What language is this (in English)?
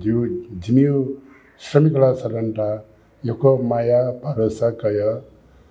Newari